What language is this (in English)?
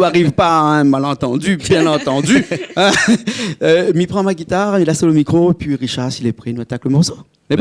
Réunion Creole French